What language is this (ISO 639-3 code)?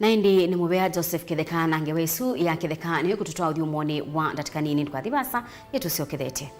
kam